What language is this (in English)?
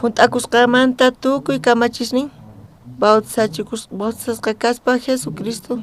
South Bolivian Quechua